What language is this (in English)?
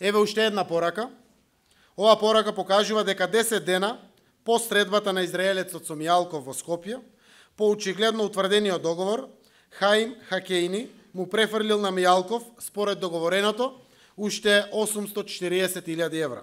Macedonian